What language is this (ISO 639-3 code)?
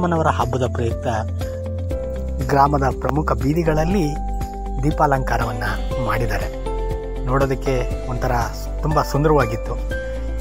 kan